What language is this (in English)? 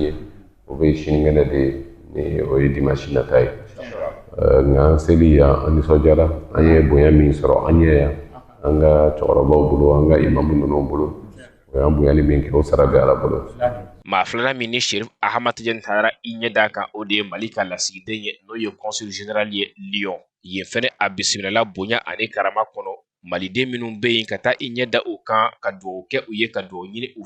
Bambara